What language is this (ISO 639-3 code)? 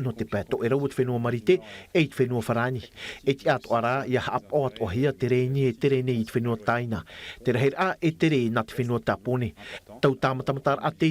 tah